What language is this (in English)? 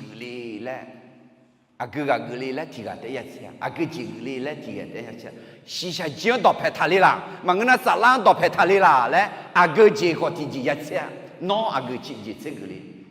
Akha